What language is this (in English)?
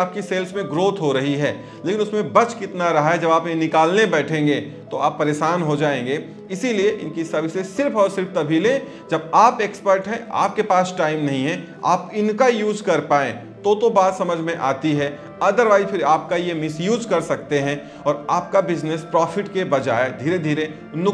Hindi